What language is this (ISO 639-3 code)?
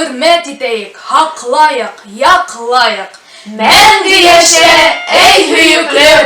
bak